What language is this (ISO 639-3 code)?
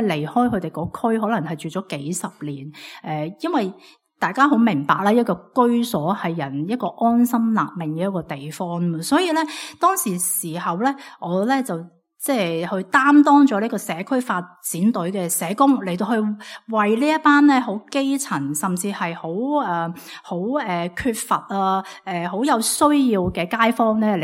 yue